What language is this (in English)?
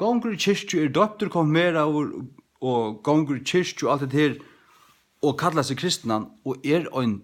Faroese